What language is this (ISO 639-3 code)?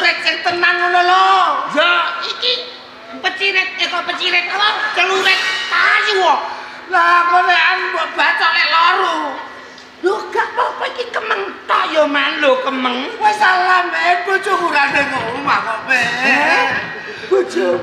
jav